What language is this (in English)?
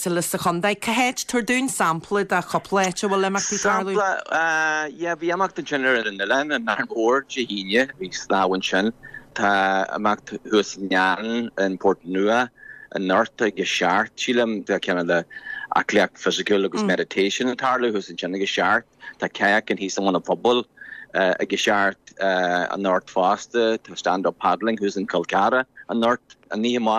Irish